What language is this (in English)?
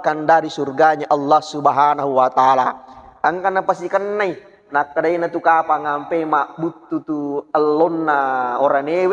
Buginese